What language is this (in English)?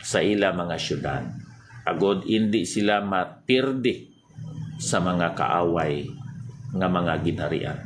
Hiligaynon